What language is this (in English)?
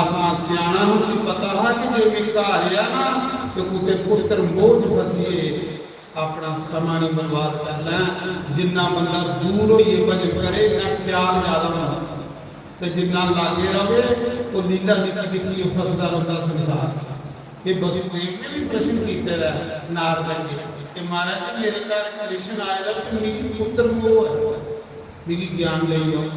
Dogri